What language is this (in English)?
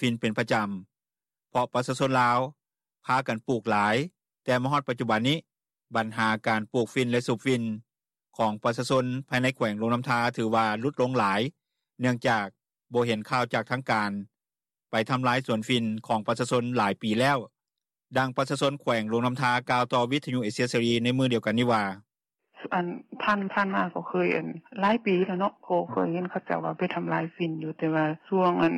Lao